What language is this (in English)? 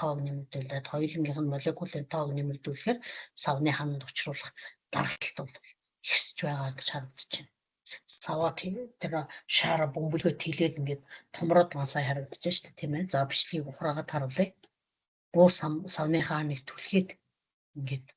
Mongolian